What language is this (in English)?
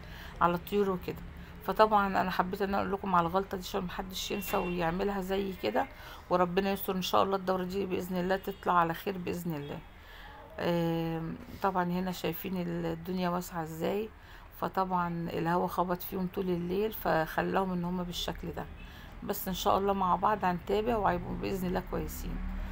Egyptian Arabic